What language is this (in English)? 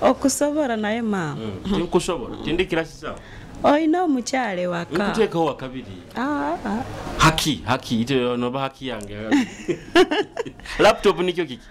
Nyoro